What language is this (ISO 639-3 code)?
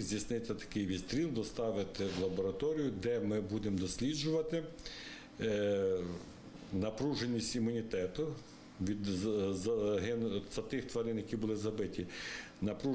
ukr